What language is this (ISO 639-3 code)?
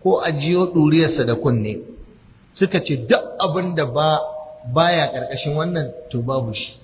hau